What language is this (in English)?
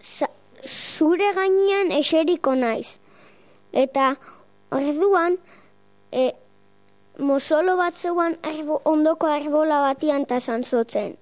Basque